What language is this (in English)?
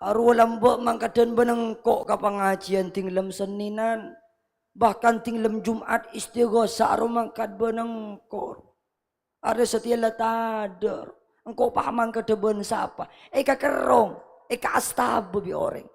Madurese